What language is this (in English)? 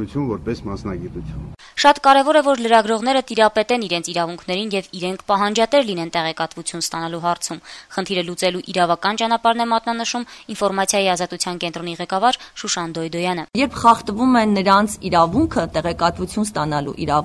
Armenian